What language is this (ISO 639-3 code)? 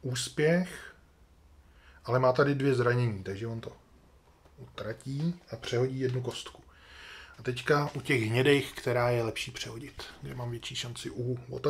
ces